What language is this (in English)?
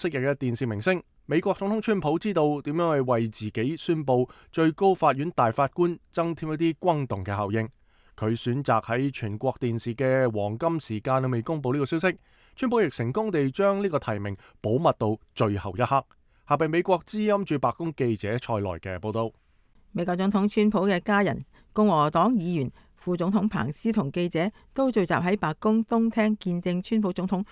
Cantonese